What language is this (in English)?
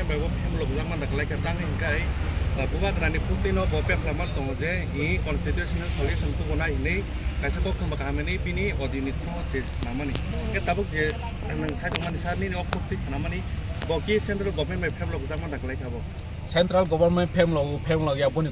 Kok Borok